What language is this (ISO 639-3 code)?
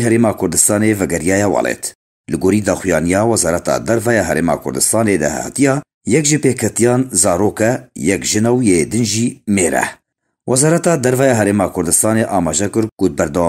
kur